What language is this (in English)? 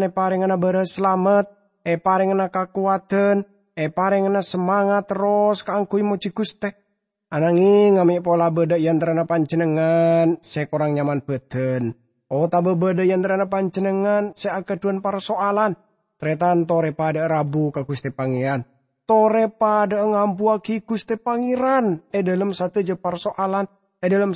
Madurese